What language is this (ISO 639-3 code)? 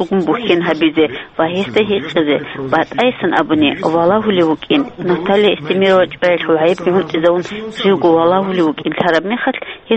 ava